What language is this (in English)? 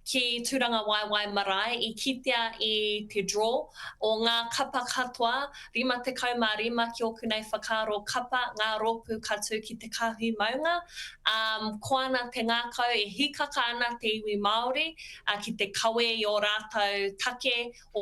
Māori